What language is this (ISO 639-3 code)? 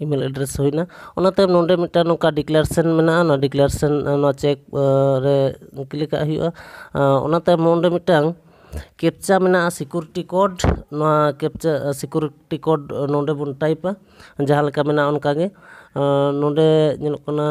sat